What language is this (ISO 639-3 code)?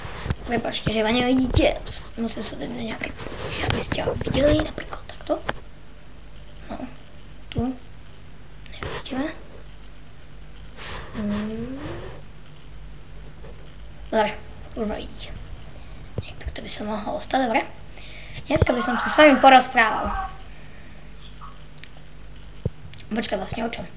slk